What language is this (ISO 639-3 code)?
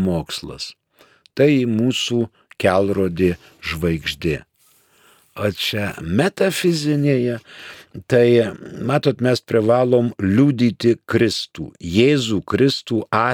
lit